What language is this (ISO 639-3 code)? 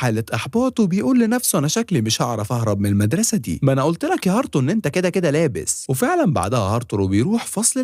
arz